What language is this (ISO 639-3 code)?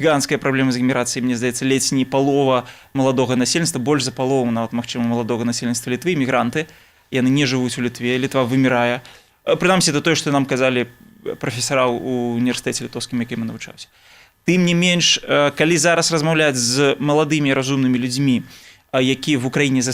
bel